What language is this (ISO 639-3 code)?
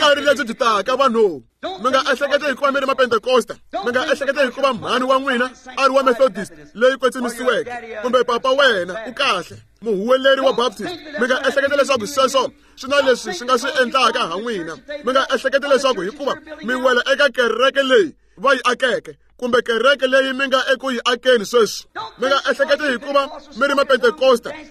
tso